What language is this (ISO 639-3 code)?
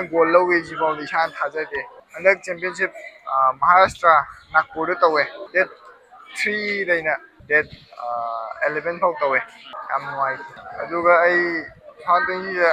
mni